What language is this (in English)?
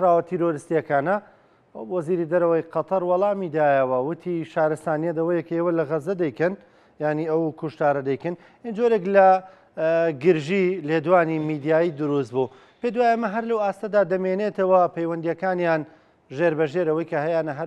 Central Kurdish